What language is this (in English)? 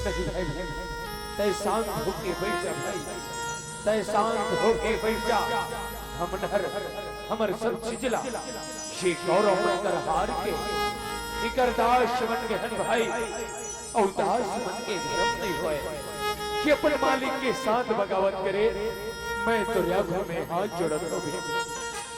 Chhattisgarhi